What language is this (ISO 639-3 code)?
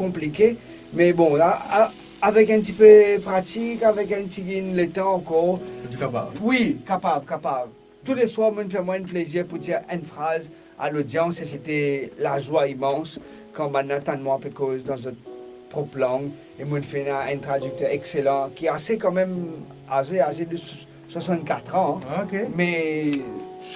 mfe